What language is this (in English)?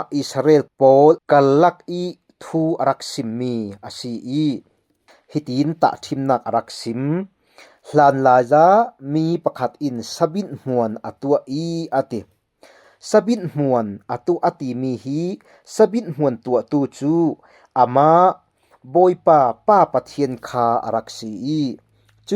Falam Chin